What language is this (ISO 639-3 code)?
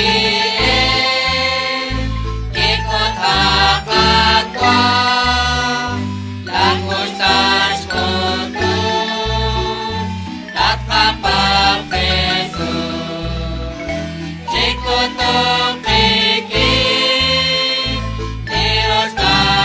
kek